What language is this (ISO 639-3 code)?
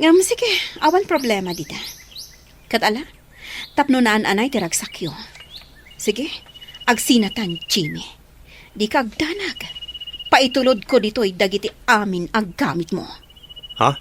ilo